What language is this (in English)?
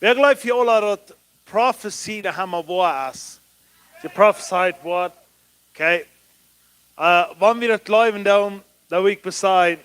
Plautdietsch